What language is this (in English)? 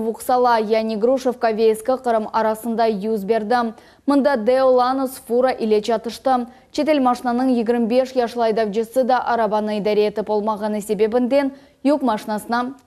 Crimean Tatar